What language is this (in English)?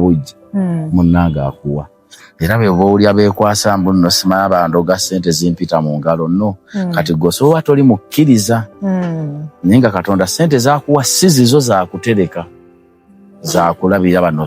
Ganda